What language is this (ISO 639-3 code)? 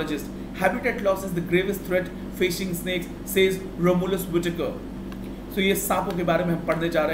hin